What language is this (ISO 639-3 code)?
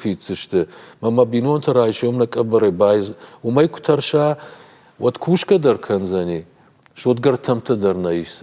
oss